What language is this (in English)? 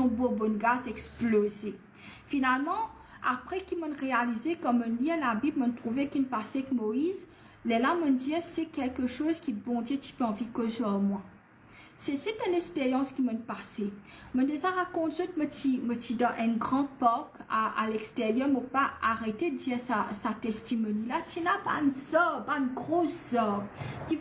Morisyen